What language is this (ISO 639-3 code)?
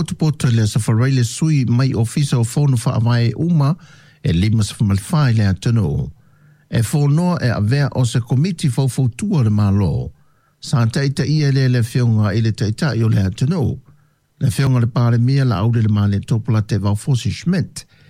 smo